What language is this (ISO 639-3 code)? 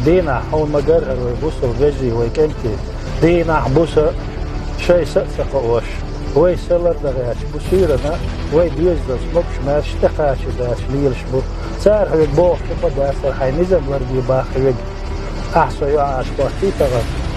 che